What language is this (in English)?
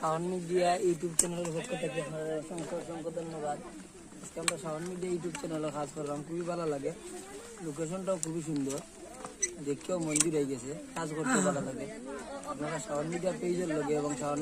Sylheti